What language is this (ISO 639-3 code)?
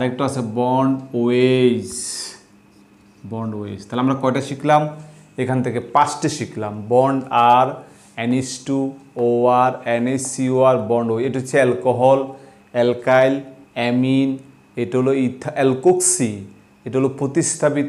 ben